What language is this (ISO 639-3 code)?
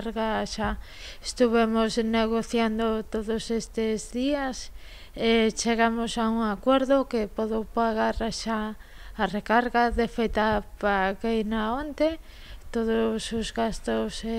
glg